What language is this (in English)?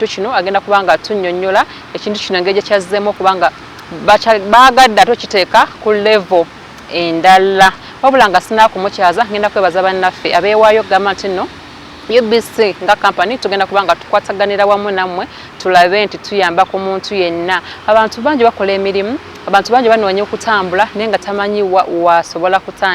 Ganda